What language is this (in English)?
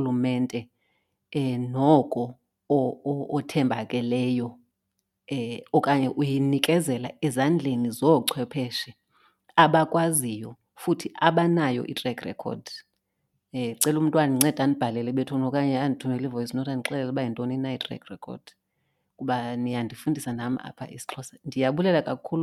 Xhosa